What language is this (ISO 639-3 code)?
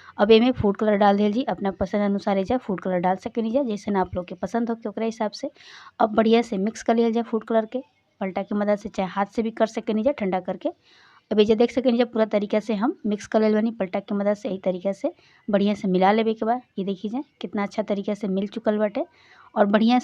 bho